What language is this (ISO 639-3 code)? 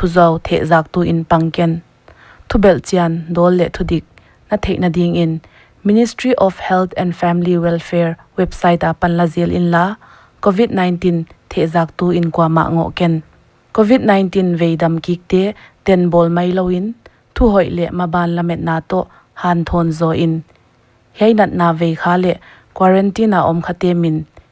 pck